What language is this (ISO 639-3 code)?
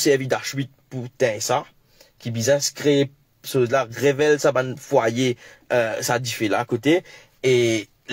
mfe